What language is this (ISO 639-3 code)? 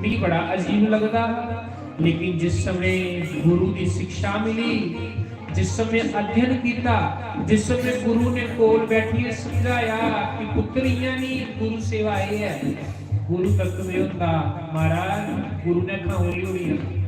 doi